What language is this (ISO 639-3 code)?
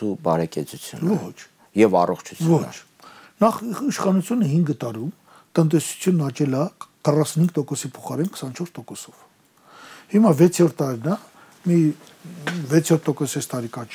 hye